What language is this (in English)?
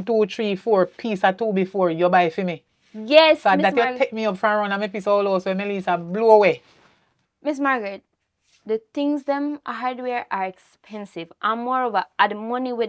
Jamaican Creole English